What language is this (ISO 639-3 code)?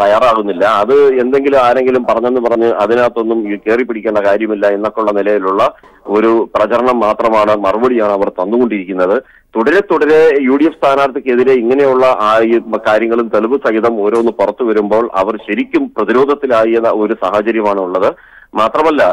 mal